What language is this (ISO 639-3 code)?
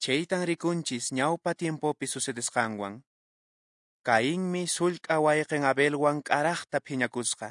que